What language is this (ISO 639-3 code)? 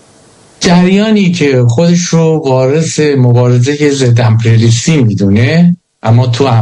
fas